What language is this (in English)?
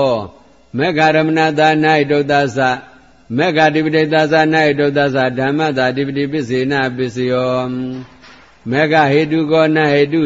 Burmese